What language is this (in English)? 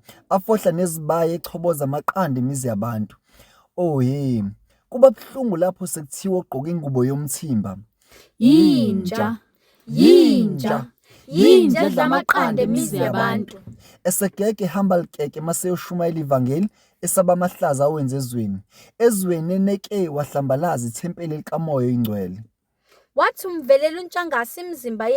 Zulu